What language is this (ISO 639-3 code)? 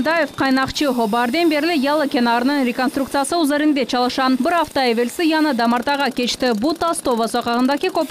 crh